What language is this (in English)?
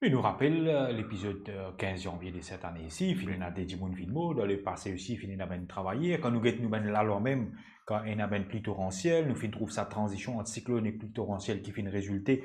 Morisyen